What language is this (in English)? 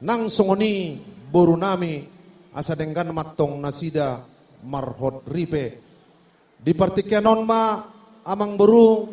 Batak Toba